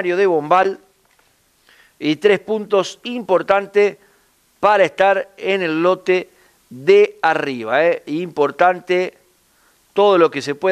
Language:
Spanish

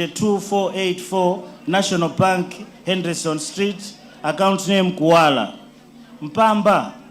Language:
Nyanja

